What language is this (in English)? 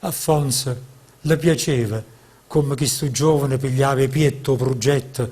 Neapolitan